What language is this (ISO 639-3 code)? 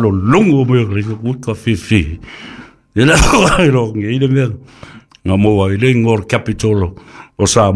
smo